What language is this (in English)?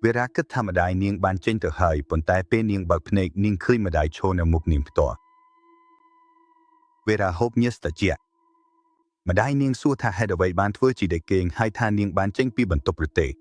Khmer